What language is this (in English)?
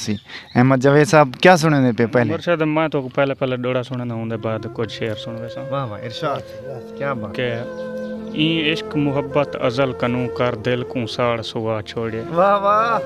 Saraiki